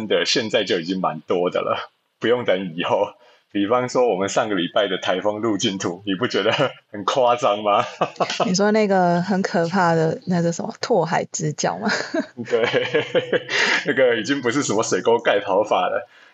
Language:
Chinese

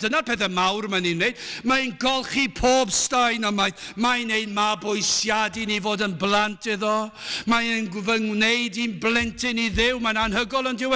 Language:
Welsh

